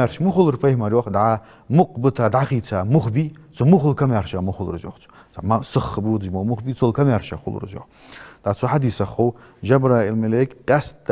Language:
Ingush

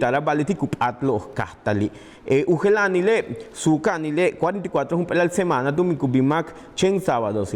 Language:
Yucateco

